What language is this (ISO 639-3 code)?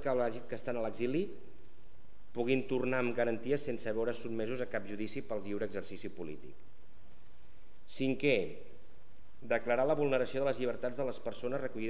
cat